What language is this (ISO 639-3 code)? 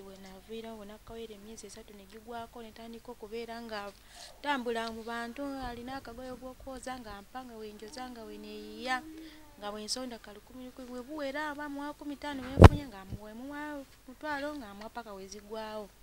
lug